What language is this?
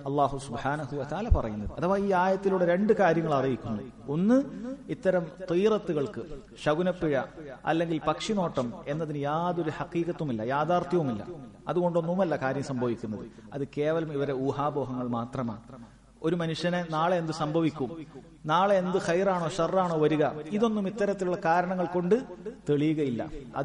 Malayalam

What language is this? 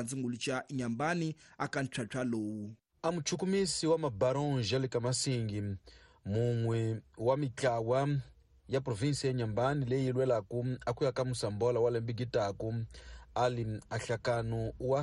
Tsonga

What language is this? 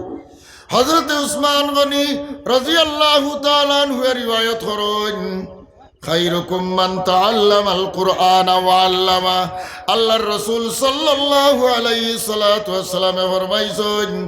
Sylheti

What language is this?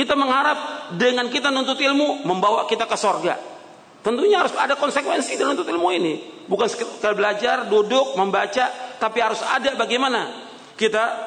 Indonesian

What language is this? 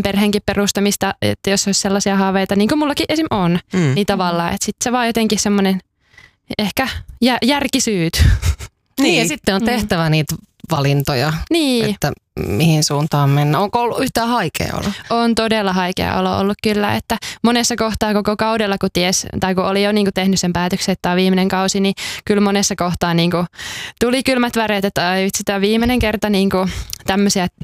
Finnish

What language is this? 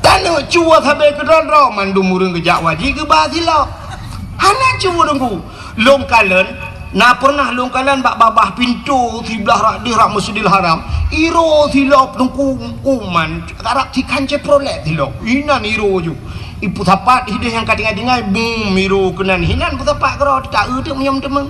Achinese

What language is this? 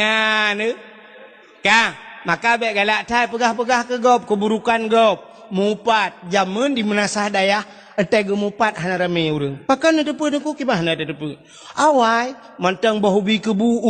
Achinese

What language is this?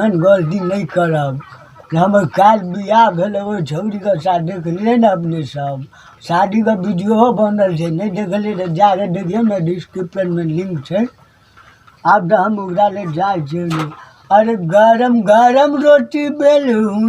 Maithili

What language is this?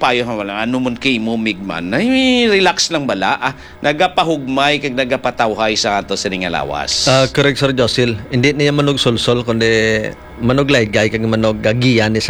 Hiligaynon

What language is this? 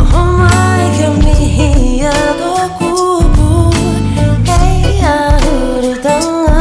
Māori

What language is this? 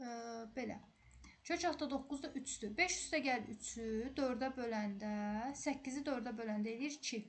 Azerbaijani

